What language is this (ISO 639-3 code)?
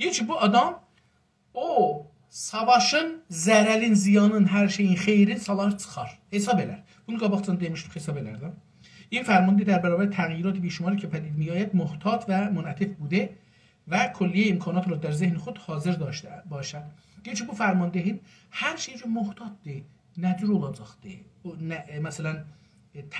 azb